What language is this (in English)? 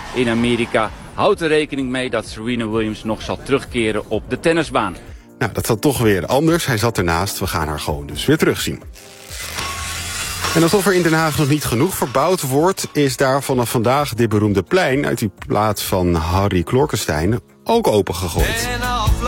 Dutch